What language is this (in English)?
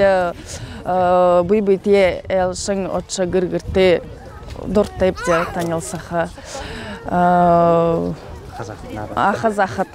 Buriat